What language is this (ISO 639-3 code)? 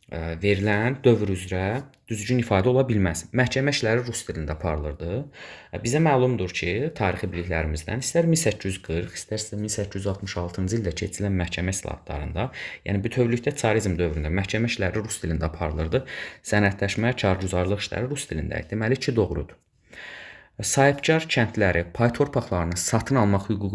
aze